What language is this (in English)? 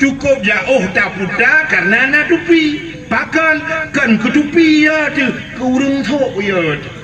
Achinese